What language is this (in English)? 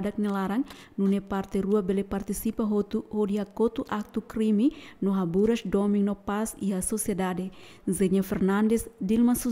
Tetum